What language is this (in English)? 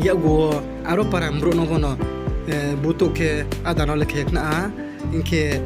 Riang (India)